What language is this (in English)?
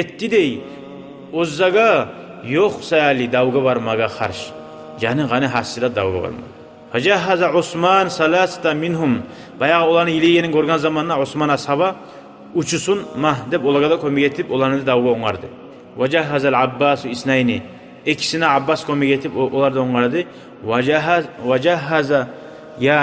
Kumyk